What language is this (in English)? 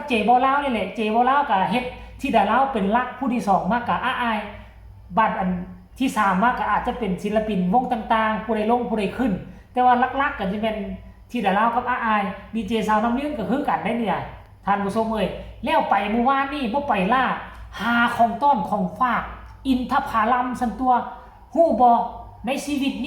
Northeastern Thai